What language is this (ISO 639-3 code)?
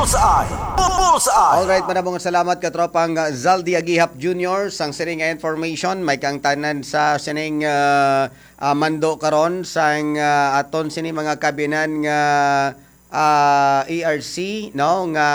hil